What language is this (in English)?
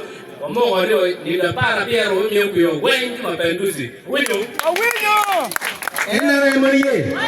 Acoli